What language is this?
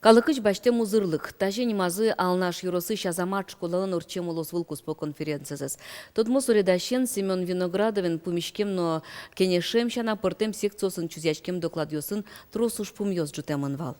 Udmurt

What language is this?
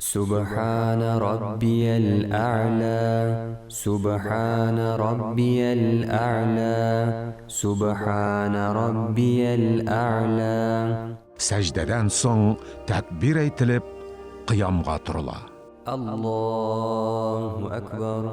Tatar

